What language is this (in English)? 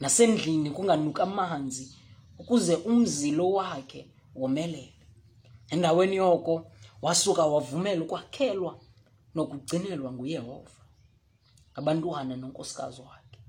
Xhosa